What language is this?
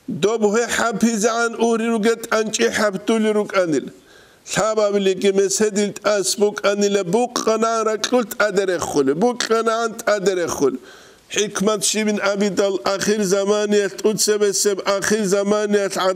Avaric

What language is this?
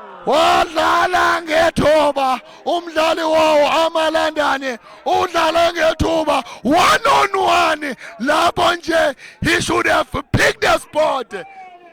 Zulu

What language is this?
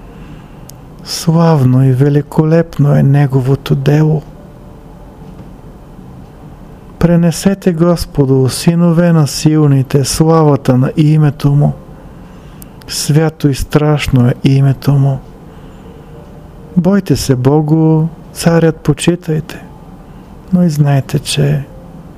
Bulgarian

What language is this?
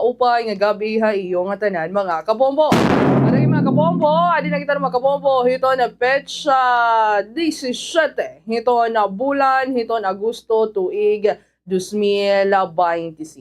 Waray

